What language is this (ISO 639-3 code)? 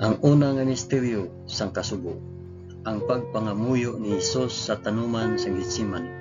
hil